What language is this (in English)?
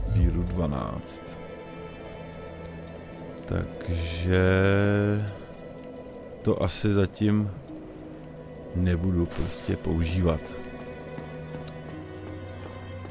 Czech